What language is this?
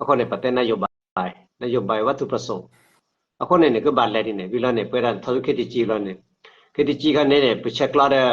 S'gaw Karen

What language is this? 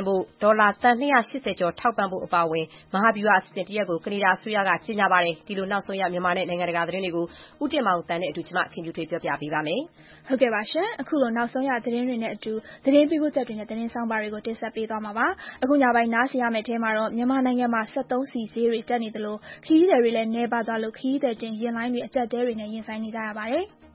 Burmese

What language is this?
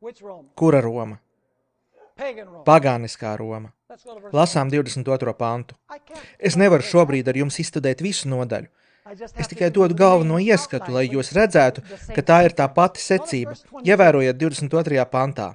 Latvian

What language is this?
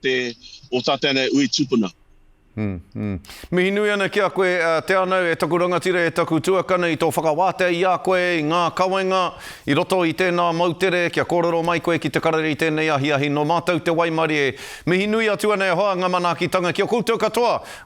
Māori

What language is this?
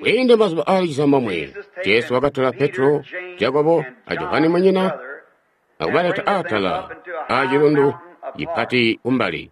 Tonga (Zambia)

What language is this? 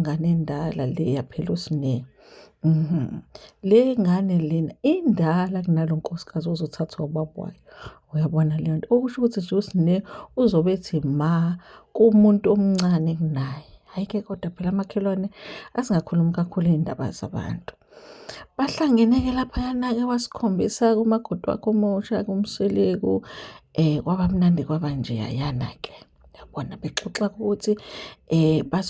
Zulu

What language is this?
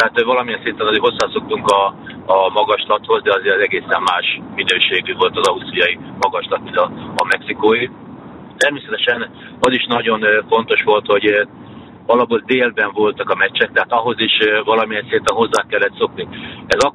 Hungarian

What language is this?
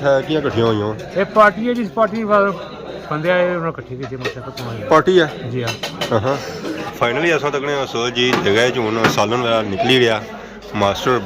Pahari-Potwari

